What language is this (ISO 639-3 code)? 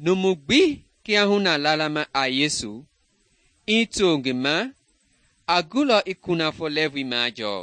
men